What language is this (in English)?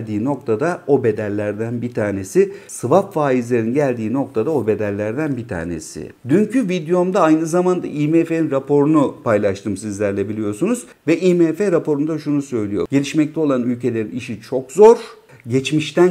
Turkish